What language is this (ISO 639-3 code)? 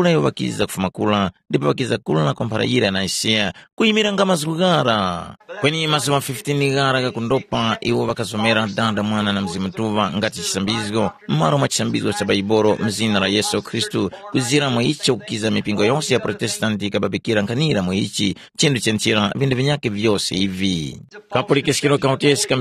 tum